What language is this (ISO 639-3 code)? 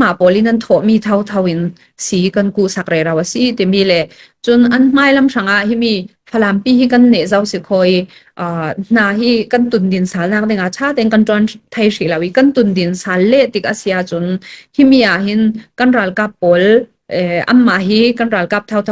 cfm